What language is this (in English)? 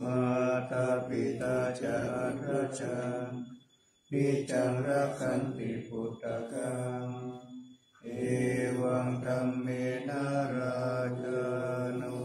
Pali